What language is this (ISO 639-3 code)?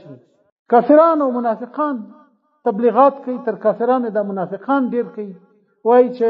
pus